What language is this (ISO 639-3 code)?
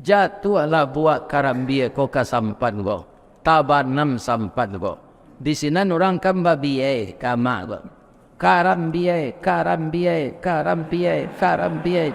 min